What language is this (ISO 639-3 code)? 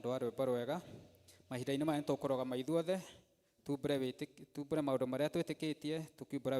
kik